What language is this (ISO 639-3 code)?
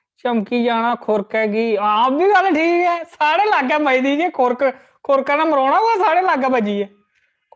doi